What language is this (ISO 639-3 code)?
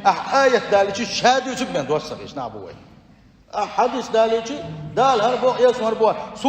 che